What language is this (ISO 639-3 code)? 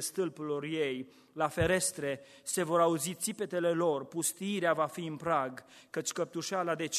ron